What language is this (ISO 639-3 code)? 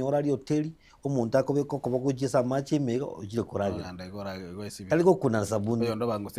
guz